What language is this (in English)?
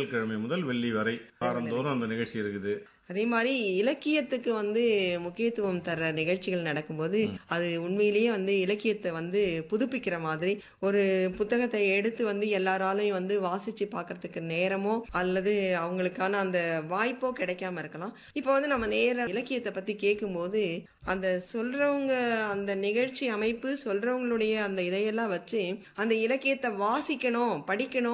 Tamil